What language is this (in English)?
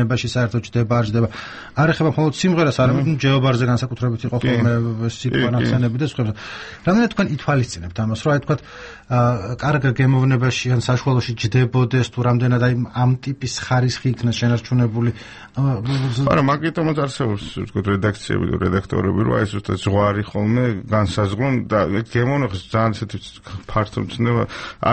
Georgian